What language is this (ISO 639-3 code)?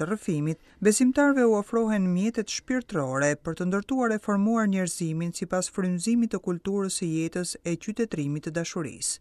sqi